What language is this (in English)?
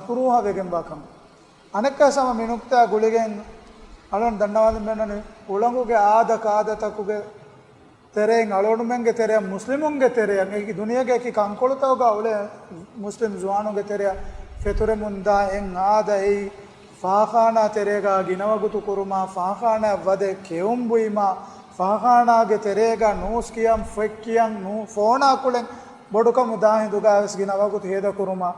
Divehi